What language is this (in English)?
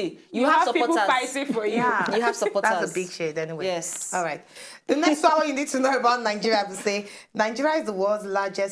Nigerian Pidgin